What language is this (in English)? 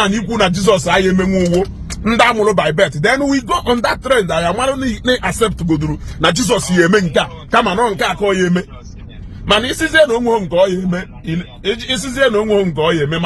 Igbo